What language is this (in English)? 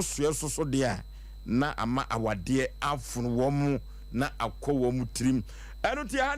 Akan